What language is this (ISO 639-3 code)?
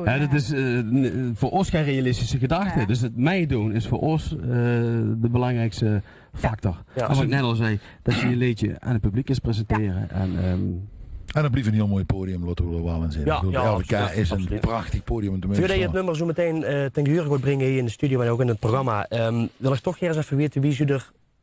lim